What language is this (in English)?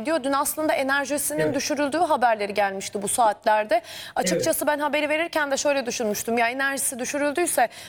Turkish